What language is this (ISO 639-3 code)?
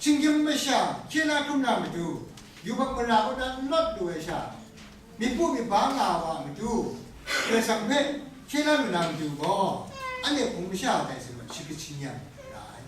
kac